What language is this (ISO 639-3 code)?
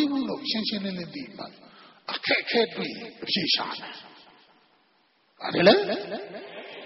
mya